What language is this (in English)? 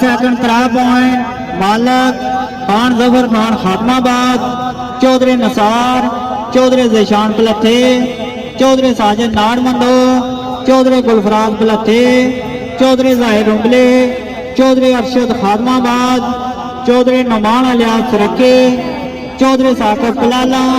Pahari-Potwari